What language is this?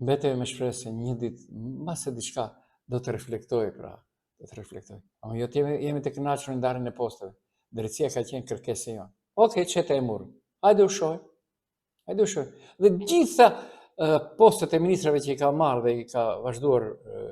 Albanian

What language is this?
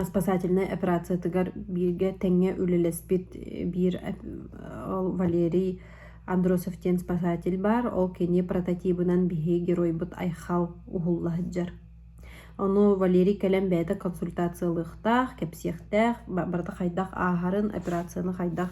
Yakut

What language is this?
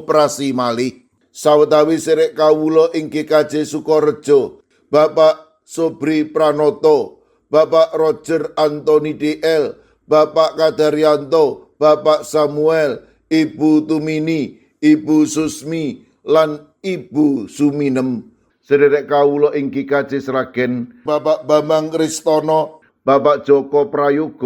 Javanese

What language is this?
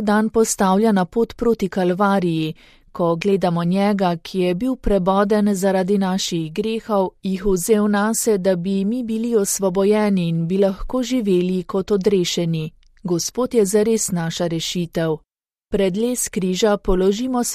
Slovenian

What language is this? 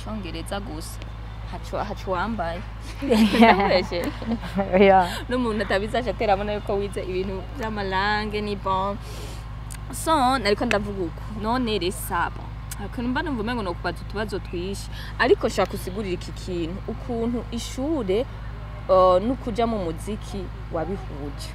Rundi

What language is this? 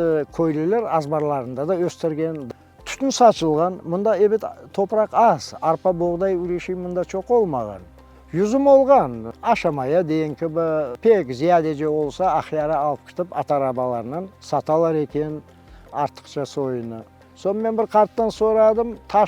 Crimean Tatar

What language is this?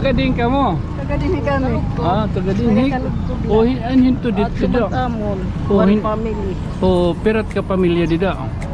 Waray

